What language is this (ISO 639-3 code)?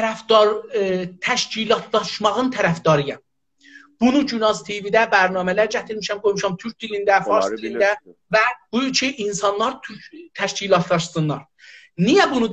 azb